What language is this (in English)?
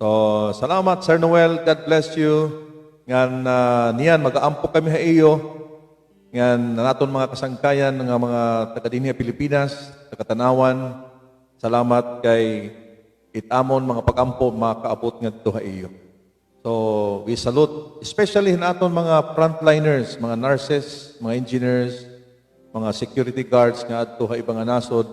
Waray